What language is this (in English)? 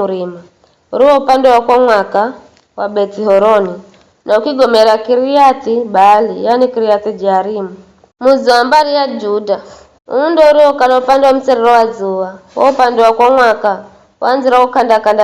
Giryama